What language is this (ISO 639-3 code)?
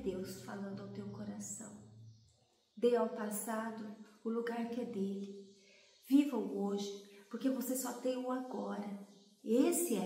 por